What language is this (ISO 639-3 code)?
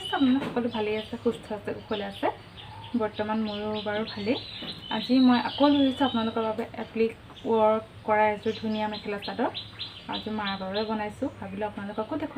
asm